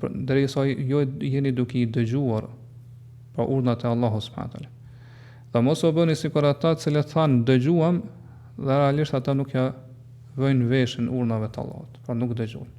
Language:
Albanian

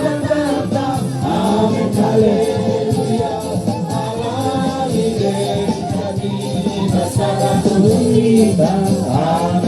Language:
Batak Toba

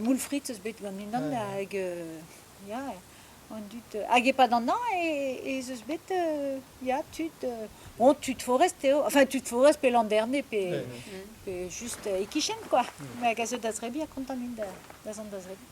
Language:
Breton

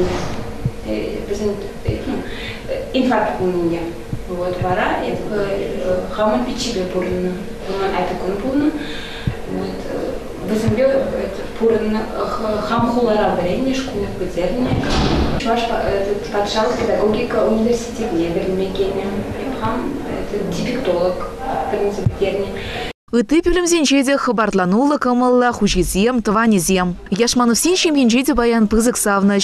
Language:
Chuvash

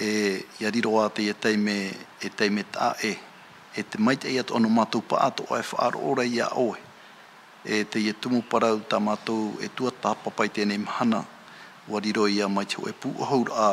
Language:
Tahitian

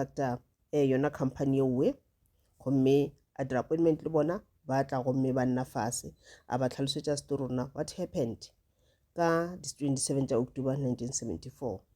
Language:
Northern Sotho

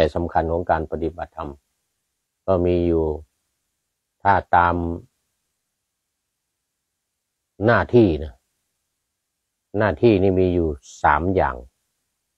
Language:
Thai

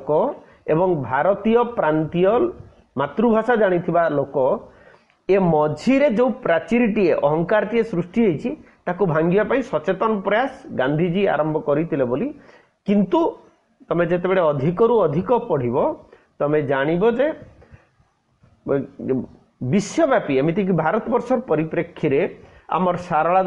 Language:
Odia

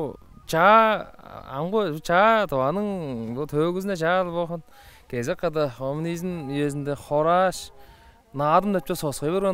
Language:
Tuvinian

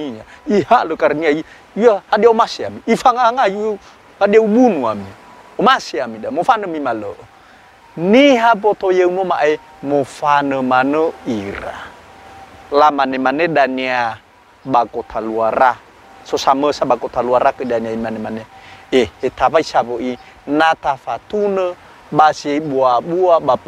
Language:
Nias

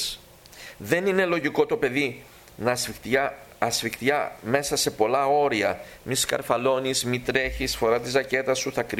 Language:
Greek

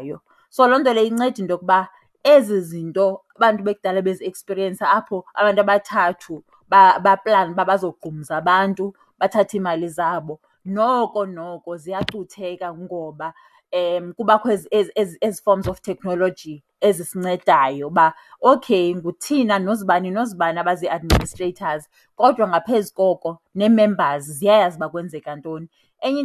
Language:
Xhosa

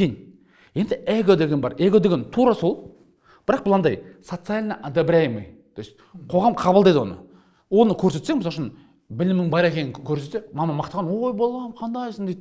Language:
Kazakh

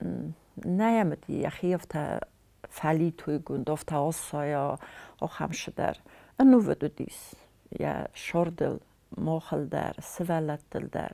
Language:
Ossetic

